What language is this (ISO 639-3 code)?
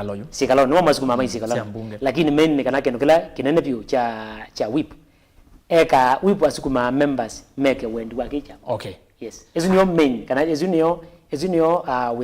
kam